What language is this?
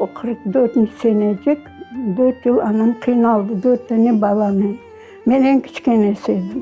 Crimean Tatar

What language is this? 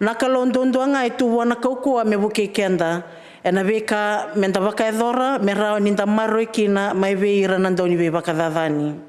Fijian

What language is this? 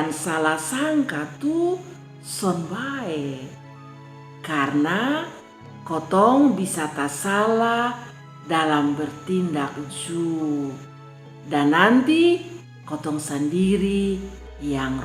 Kupang Malay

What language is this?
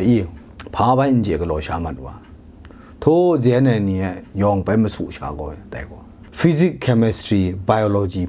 Kachin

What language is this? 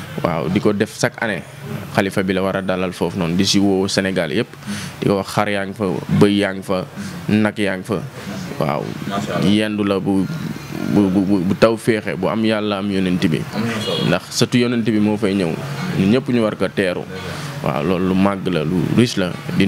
Wolof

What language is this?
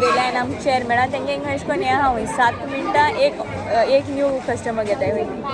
Konkani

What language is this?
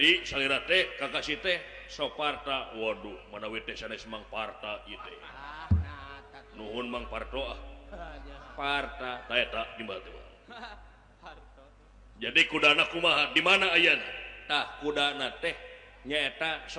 Sundanese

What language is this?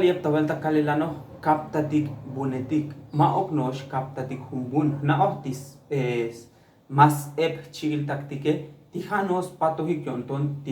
Tzotzil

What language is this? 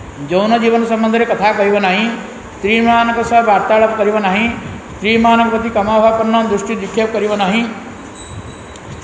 Odia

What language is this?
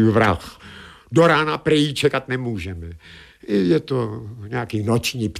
Czech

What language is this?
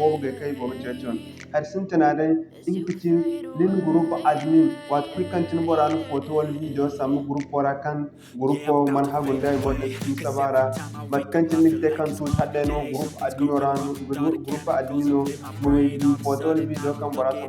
Zarma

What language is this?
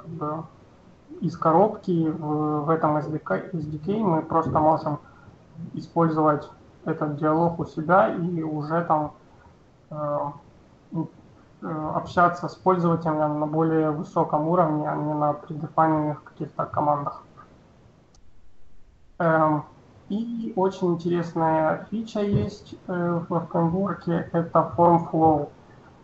Russian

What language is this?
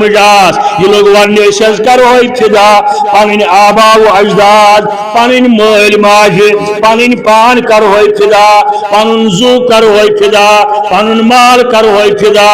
Kashmiri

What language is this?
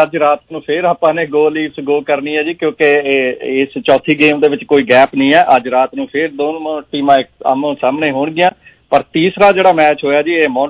Punjabi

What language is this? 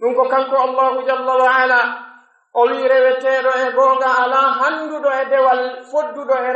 Pular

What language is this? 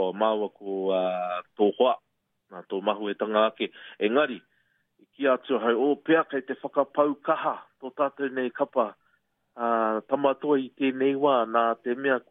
Māori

